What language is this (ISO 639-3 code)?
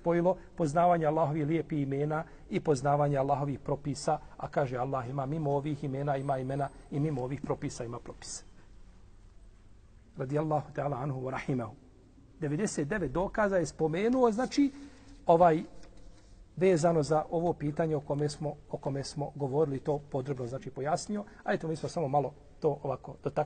bos